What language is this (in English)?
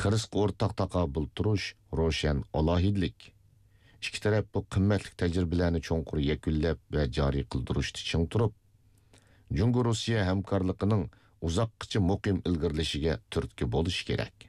Uyghur